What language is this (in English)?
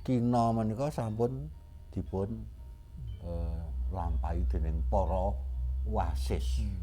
Javanese